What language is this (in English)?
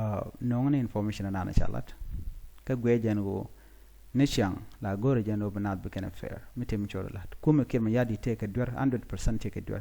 Nuer